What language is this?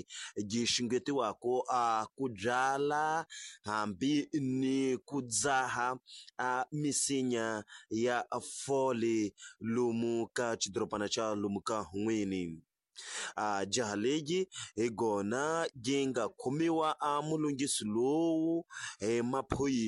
Tsonga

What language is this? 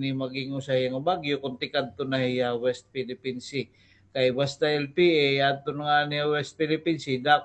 Waray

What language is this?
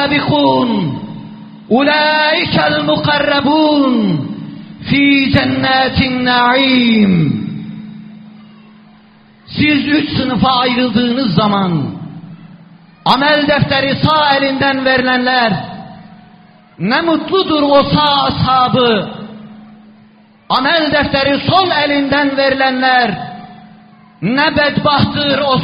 Turkish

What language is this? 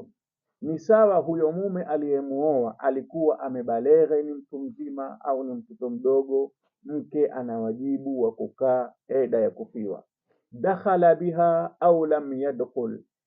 Swahili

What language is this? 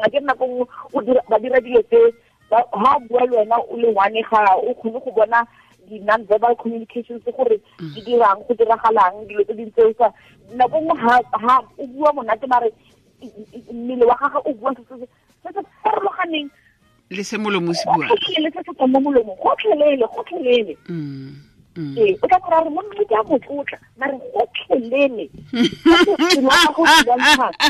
Tswana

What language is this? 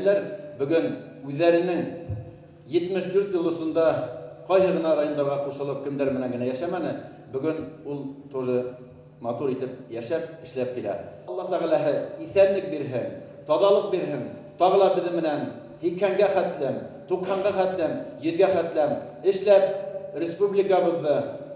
Bashkir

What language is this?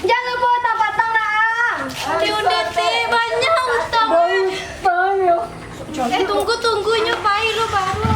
Minangkabau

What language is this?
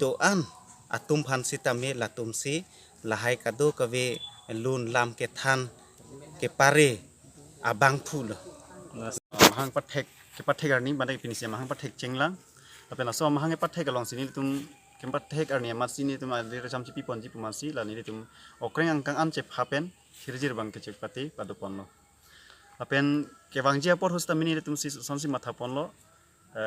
Karbi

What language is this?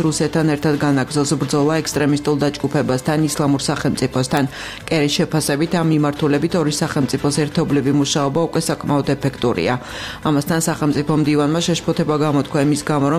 Georgian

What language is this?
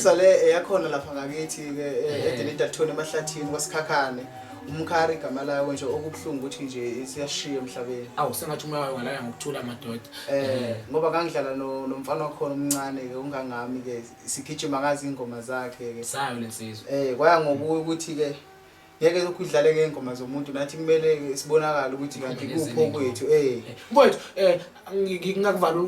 Zulu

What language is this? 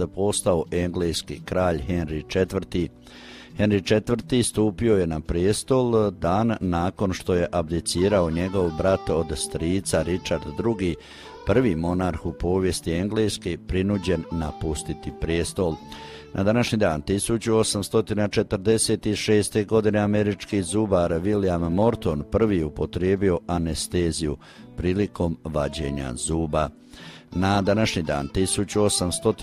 Croatian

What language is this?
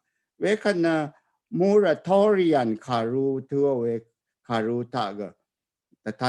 Rawang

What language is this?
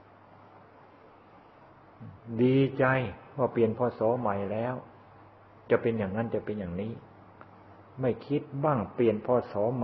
Thai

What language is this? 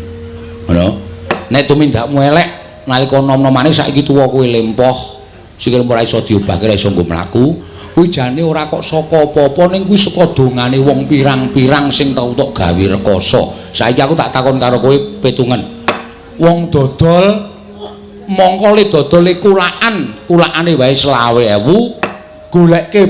Javanese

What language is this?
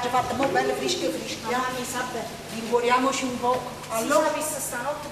Neapolitan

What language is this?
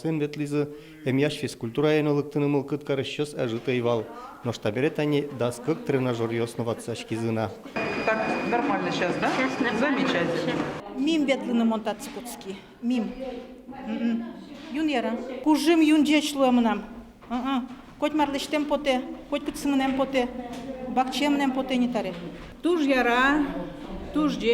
Udmurt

